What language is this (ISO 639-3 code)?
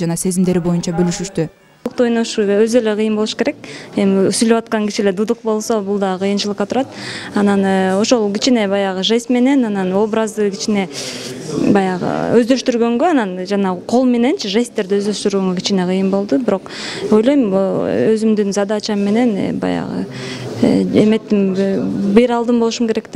kir